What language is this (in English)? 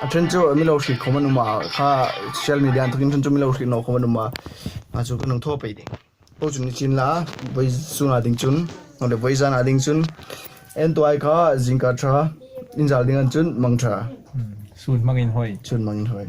Hmar